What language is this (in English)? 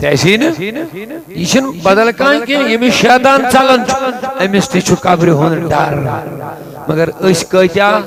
Kashmiri